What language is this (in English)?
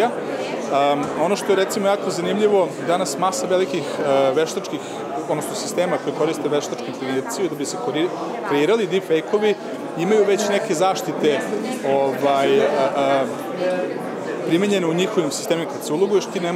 Serbian